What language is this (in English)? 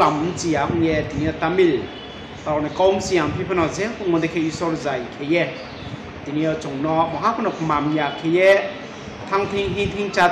Riang (India)